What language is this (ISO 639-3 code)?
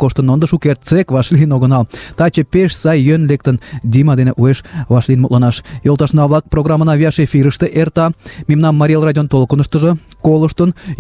chm